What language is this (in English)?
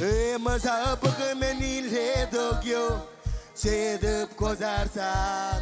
Marshallese